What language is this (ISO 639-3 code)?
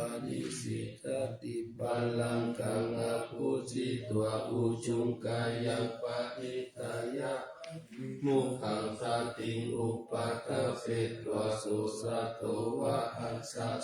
pli